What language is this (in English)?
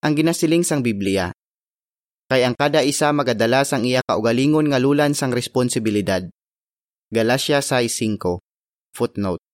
Hiligaynon